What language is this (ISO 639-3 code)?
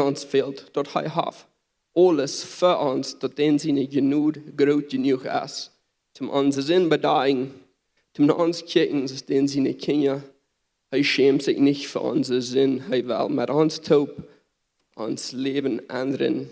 pdt